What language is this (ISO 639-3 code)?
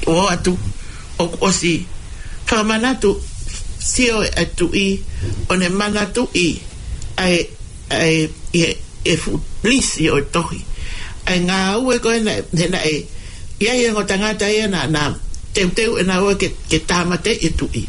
ton